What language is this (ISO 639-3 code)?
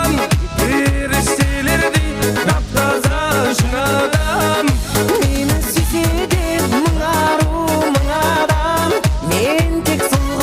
kaa